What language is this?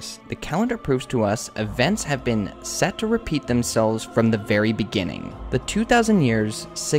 English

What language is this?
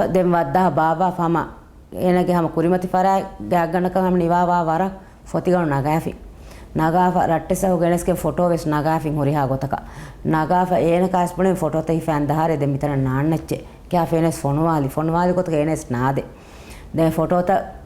Divehi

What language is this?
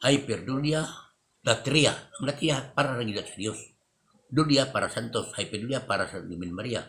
Cebuano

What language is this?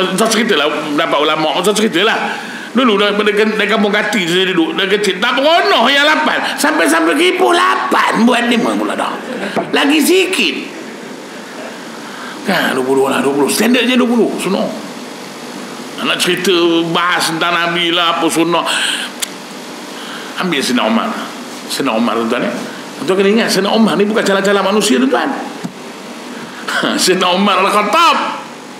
Malay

